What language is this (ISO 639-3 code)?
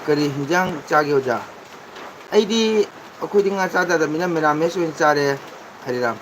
mni